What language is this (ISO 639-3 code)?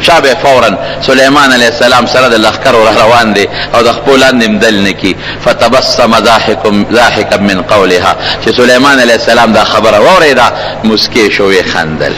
pus